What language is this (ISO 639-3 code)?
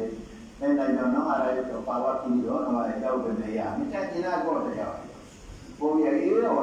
fuf